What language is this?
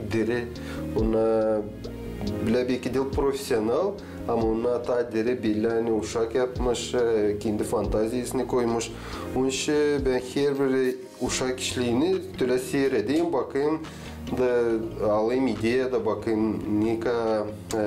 Gagauz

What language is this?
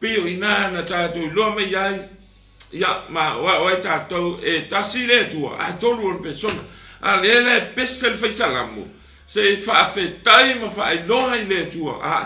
Samoan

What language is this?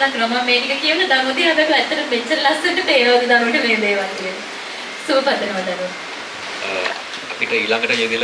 Sinhala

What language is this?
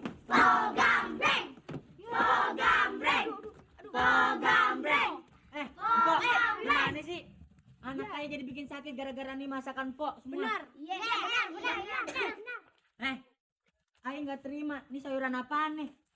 Betawi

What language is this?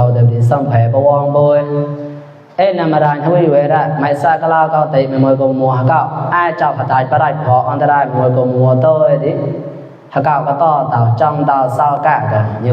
Mon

